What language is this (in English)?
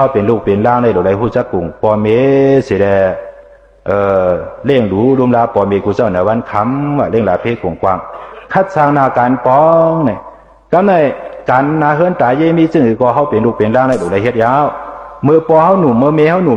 Shan